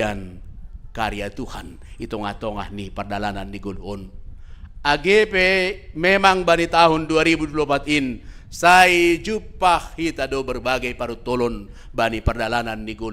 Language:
Batak Simalungun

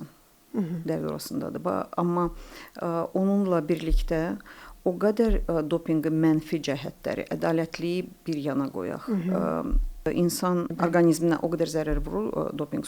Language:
Azerbaijani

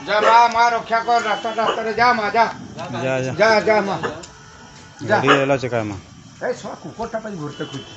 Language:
Santali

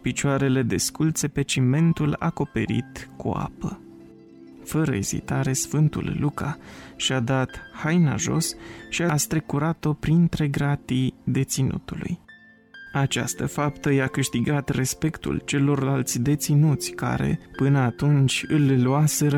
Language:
Romanian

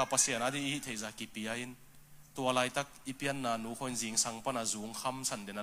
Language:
Tedim Chin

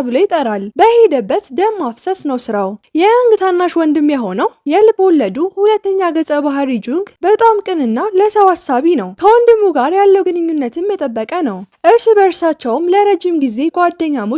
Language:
Amharic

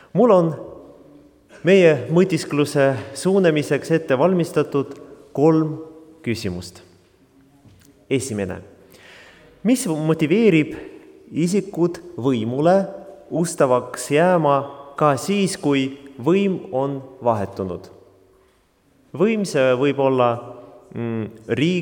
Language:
Estonian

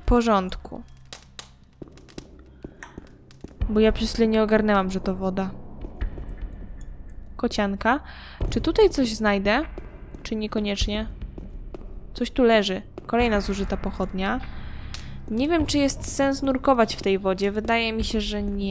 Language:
Polish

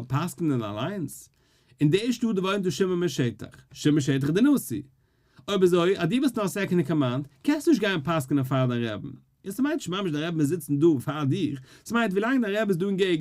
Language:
Yiddish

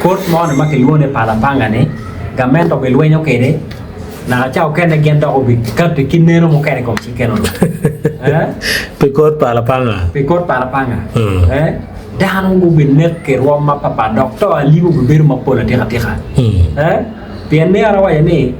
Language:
Acoli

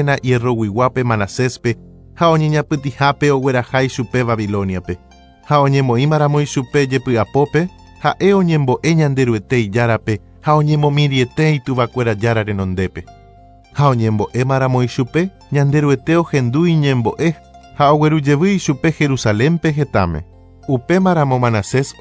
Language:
Guarani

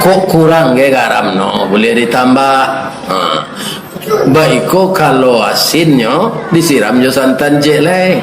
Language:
Minangkabau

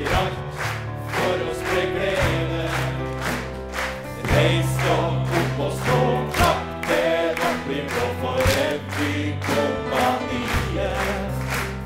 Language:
Norwegian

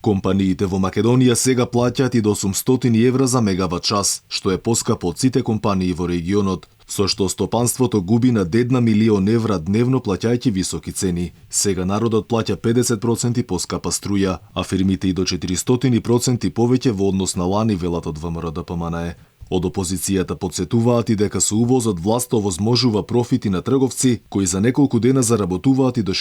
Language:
Macedonian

